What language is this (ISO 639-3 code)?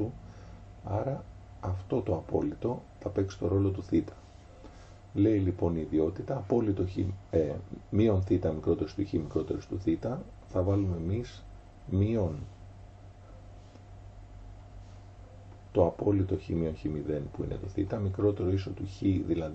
ell